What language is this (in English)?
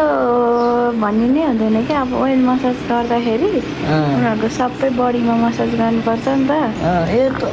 Nepali